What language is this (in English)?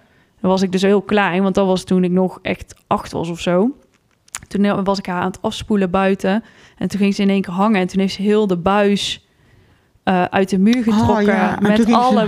Dutch